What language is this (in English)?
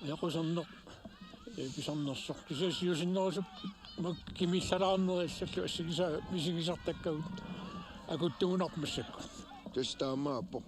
Kalaallisut